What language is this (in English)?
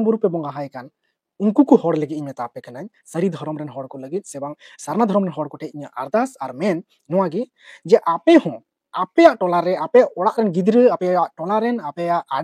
Santali